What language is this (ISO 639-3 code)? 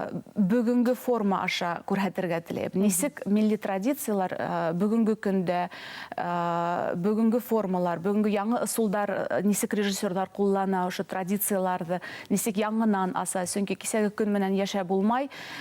bak